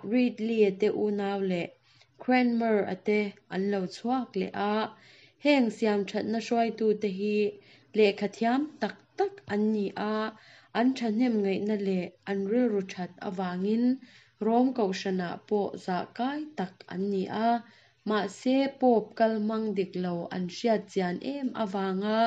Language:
Mizo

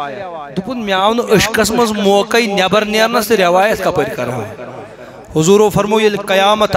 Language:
Kashmiri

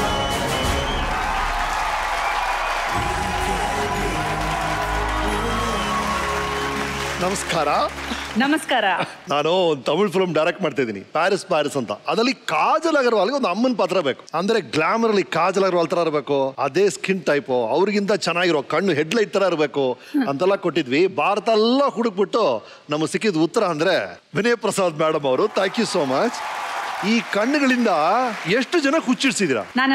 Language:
Kannada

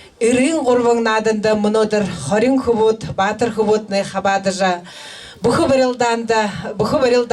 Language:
Buriat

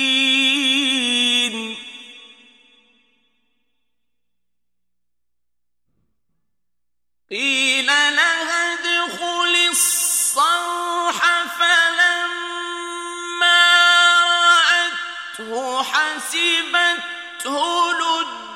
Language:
Arabic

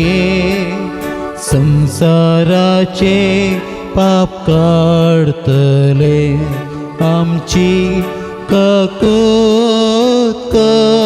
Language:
Konkani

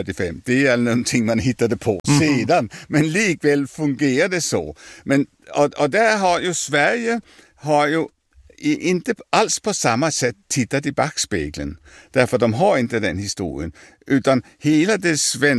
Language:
Swedish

